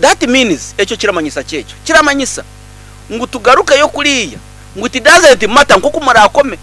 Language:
Nyankole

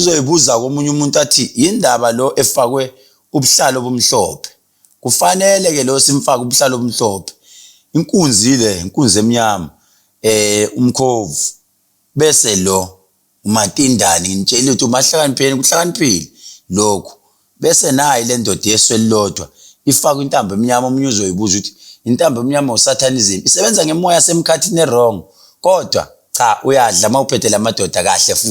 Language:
Zulu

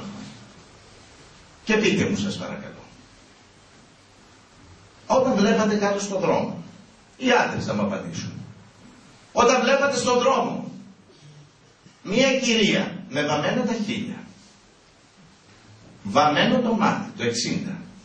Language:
Greek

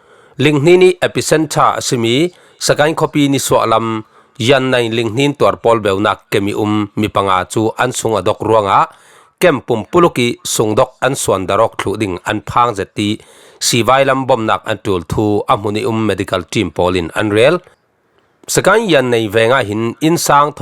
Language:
Falam Chin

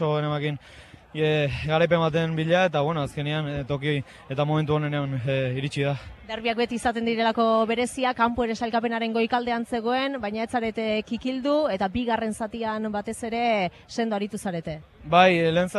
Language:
Basque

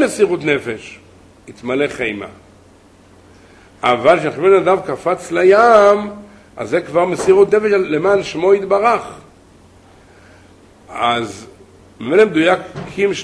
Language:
Hebrew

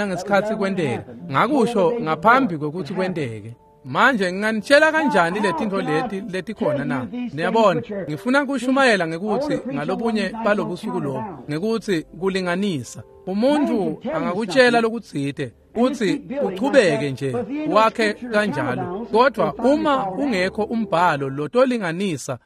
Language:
Swati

